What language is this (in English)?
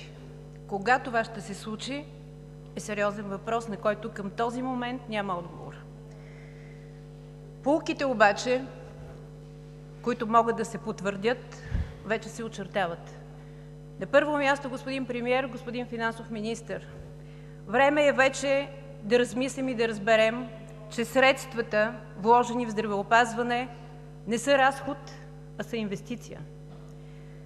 Bulgarian